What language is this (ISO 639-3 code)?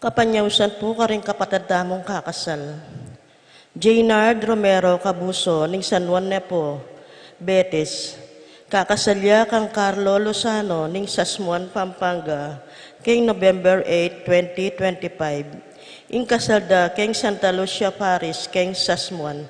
pam